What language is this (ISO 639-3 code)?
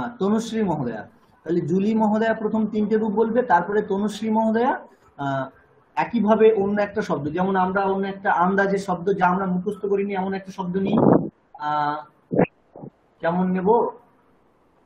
ben